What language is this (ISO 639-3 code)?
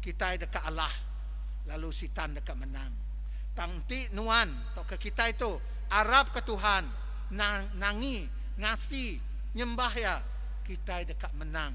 iba